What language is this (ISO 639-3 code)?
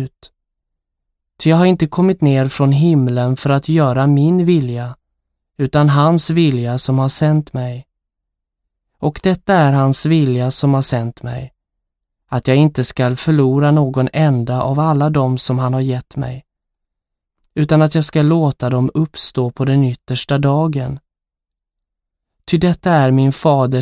swe